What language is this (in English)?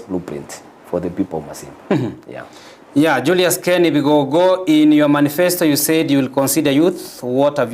Gusii